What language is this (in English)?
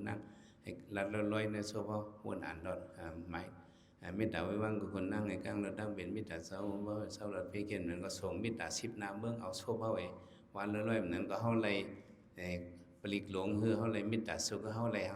Shan